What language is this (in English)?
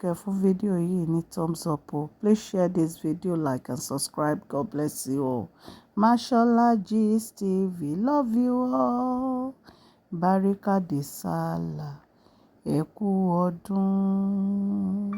Yoruba